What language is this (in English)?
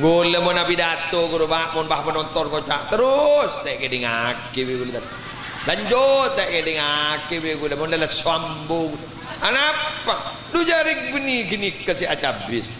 Madurese